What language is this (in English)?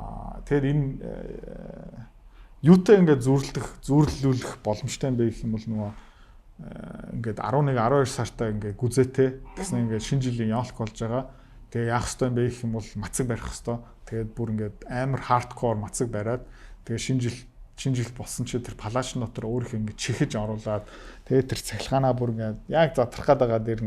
Mongolian